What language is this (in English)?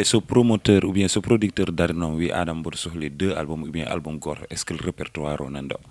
Fula